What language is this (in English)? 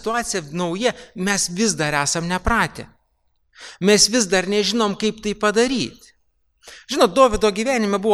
Lithuanian